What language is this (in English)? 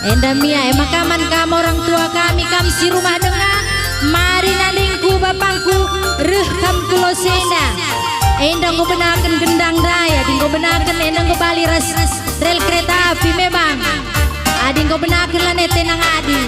Batak Karo